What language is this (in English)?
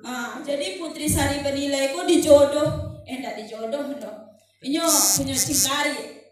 Minangkabau